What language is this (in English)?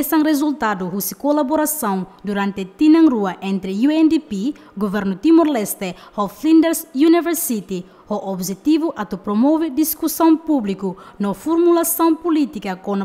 Tetum